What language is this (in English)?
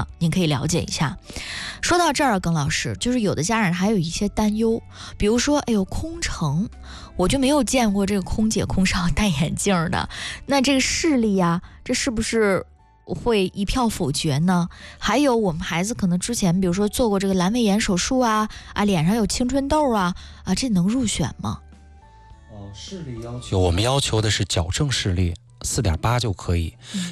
Chinese